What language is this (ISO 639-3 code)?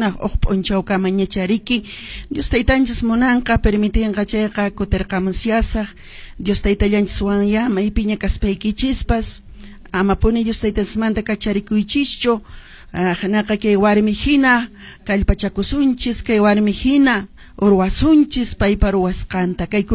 que